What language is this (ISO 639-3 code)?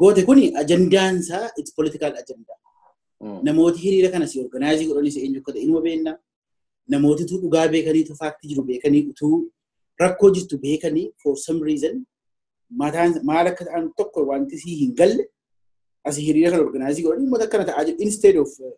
orm